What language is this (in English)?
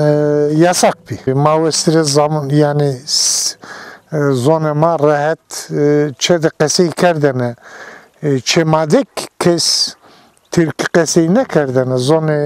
Zaza